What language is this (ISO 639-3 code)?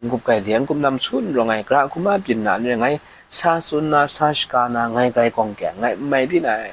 kac